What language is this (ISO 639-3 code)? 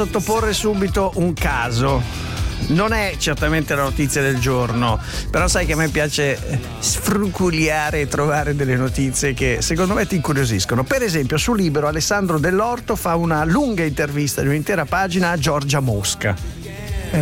ita